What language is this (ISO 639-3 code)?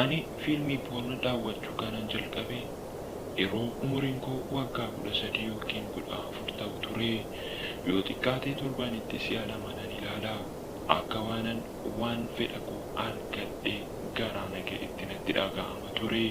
orm